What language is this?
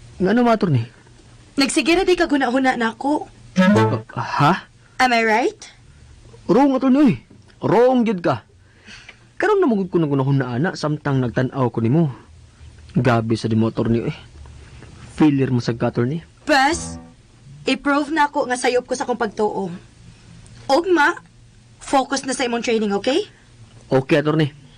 Cebuano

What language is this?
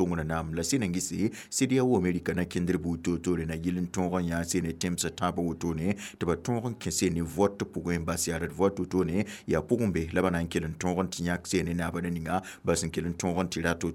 Mossi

